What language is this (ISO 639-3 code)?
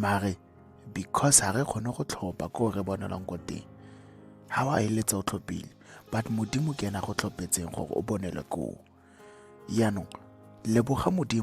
tsn